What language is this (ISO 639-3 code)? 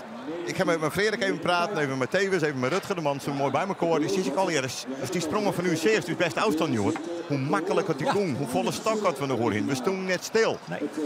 fry